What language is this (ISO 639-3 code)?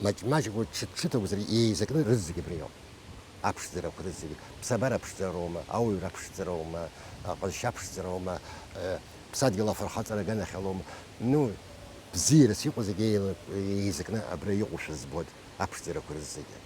abk